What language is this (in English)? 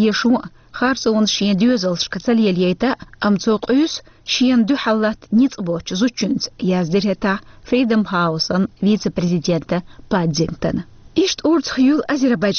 Chechen